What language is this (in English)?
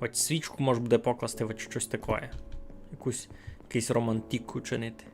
Rusyn